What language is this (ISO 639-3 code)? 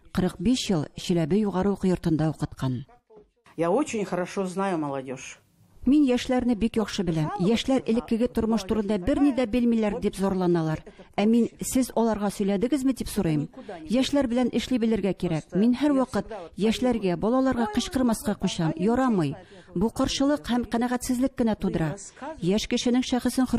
tat